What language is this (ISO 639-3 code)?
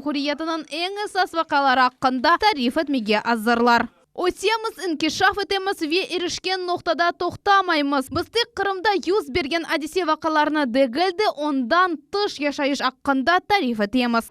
crh